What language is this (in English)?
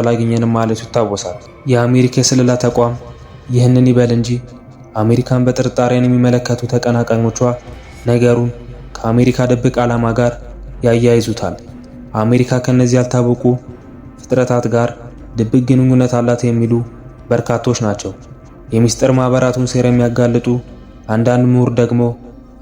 Amharic